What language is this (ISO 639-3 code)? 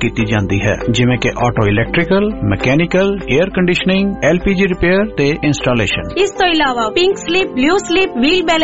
pan